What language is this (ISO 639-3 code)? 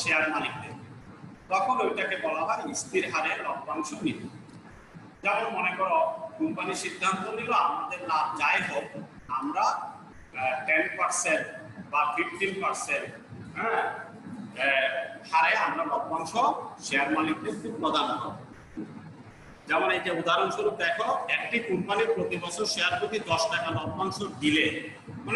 ben